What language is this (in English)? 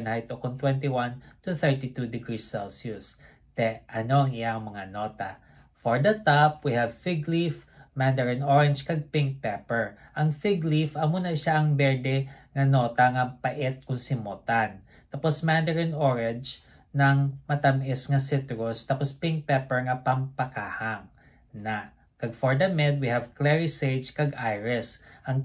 Hiligaynon